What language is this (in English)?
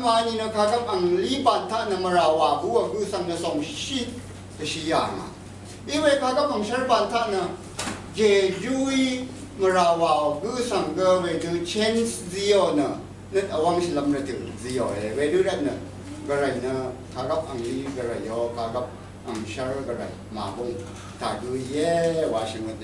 Rawang